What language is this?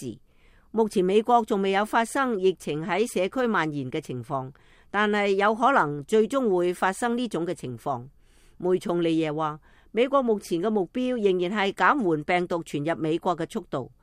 Cantonese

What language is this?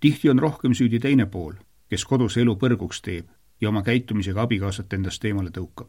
Estonian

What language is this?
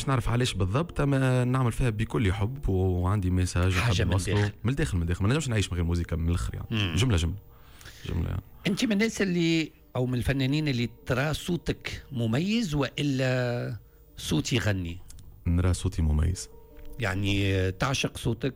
Tunisian Arabic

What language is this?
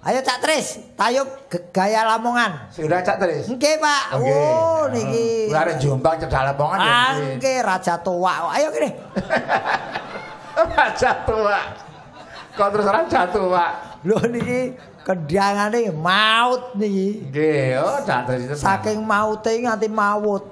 Javanese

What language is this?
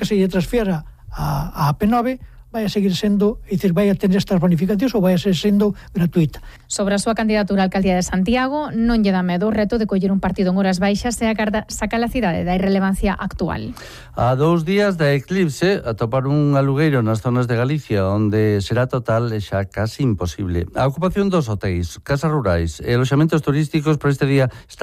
Galician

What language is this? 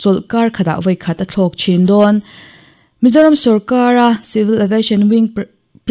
Mizo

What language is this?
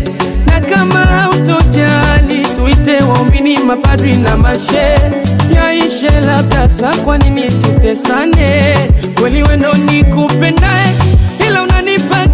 Swahili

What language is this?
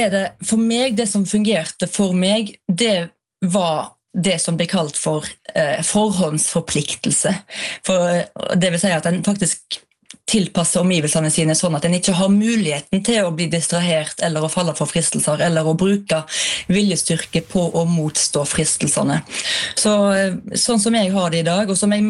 Norwegian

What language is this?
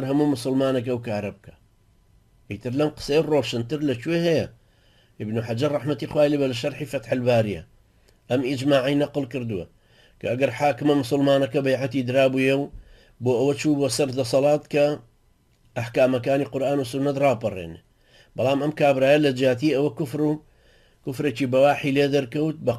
Central Kurdish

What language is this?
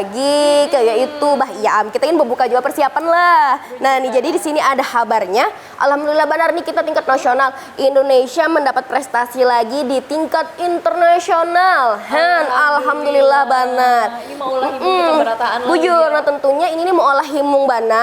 Banjar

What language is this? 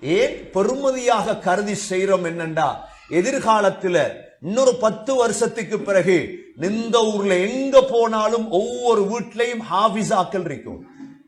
Tamil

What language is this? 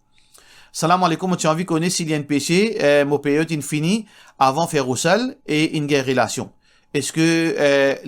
Morisyen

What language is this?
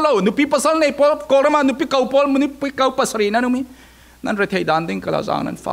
Falam Chin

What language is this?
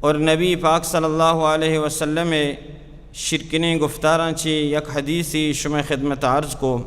Baluchi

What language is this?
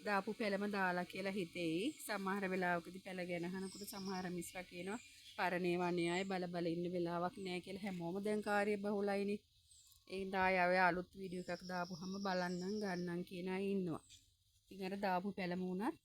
Sinhala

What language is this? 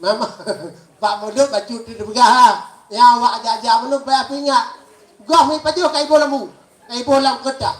Achinese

